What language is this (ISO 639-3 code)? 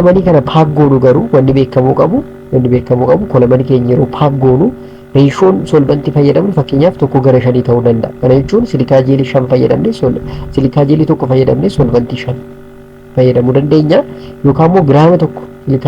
orm